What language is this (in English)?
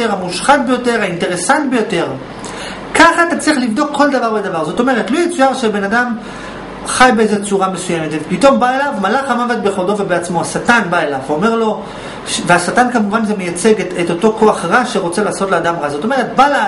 Hebrew